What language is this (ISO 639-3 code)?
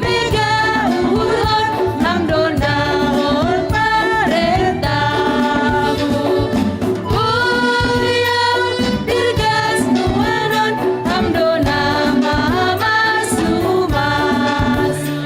bts